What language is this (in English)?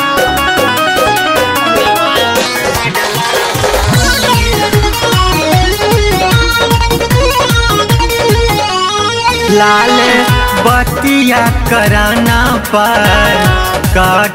Bhojpuri